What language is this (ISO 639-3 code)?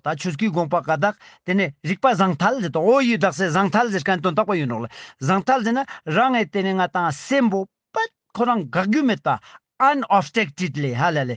lbj